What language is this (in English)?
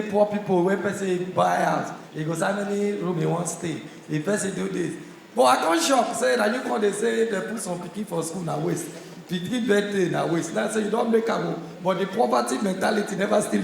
Nigerian Pidgin